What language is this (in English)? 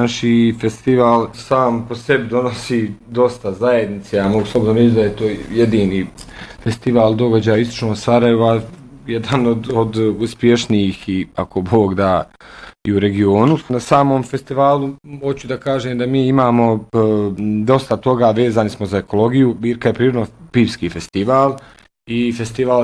Bosnian